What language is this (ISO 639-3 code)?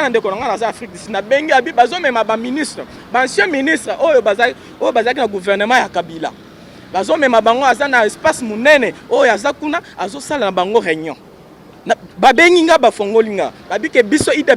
lin